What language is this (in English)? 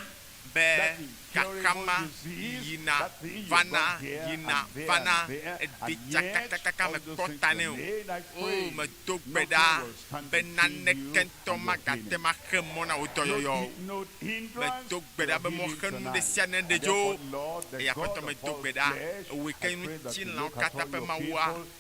Ewe